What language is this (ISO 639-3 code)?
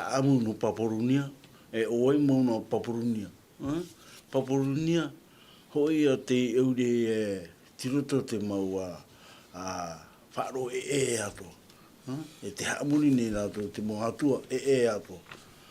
tah